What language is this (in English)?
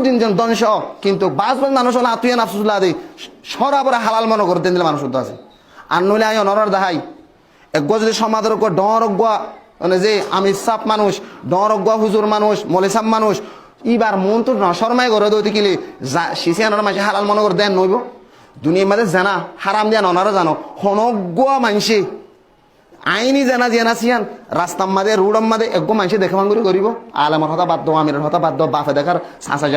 Rohingya